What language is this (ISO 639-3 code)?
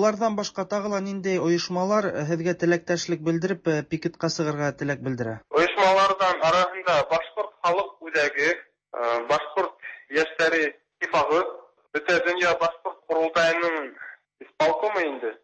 tat